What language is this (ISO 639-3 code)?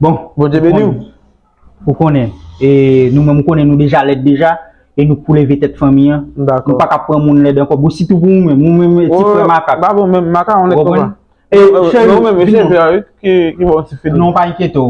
hat